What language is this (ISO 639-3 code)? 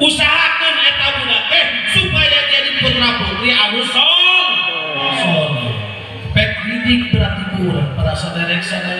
sun